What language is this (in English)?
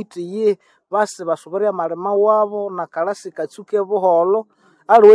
Nande